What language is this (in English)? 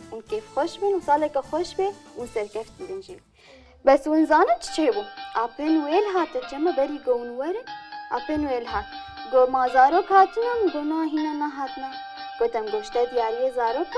Kurdish